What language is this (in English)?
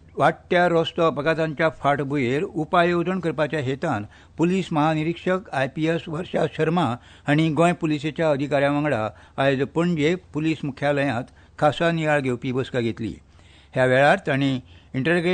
Konkani